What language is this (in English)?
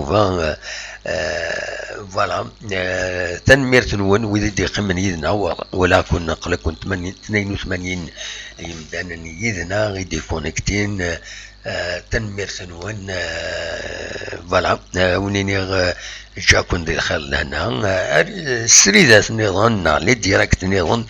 Kabyle